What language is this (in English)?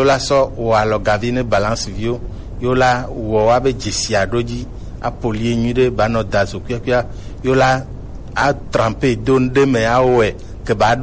Gen